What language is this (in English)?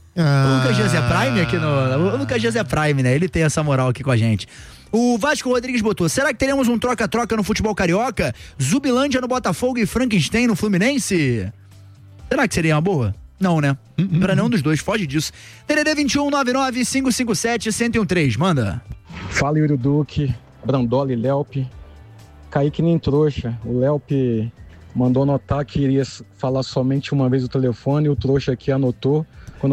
Portuguese